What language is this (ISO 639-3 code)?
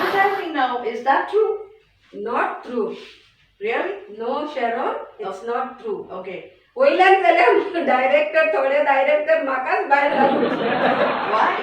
kok